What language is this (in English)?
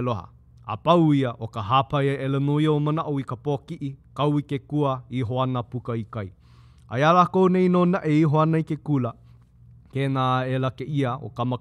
Hawaiian